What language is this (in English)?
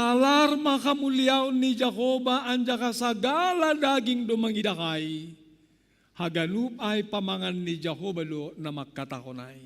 Batak Simalungun